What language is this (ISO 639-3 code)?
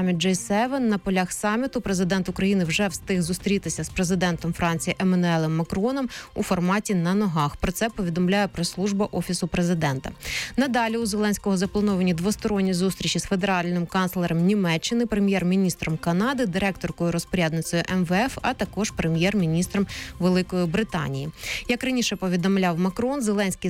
ukr